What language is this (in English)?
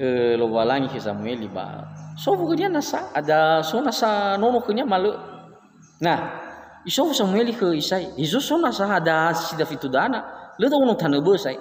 Nias